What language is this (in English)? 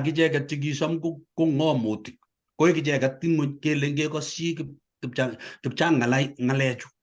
Kalenjin